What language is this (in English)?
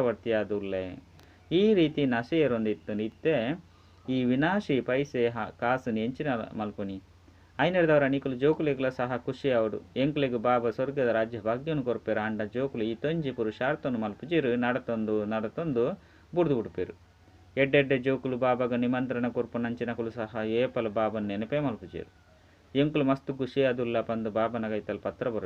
Tulu